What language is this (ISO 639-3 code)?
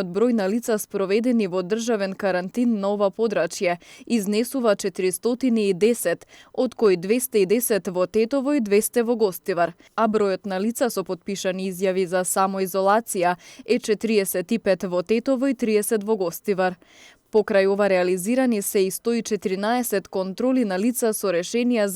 mkd